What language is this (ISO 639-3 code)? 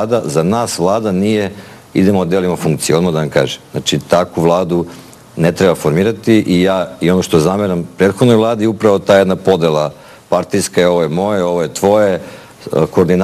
srp